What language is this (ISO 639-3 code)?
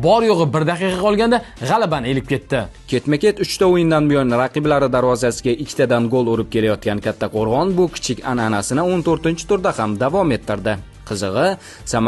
uzb